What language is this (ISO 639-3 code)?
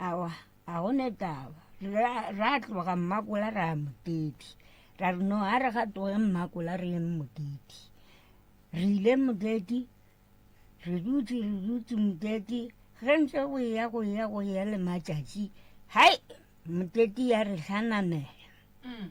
nso